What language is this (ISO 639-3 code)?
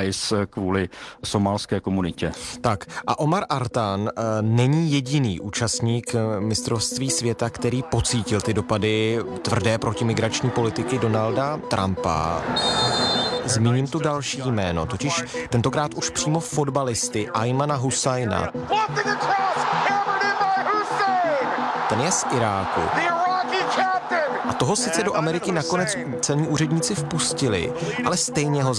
ces